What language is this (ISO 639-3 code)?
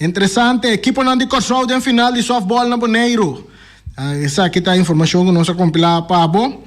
pap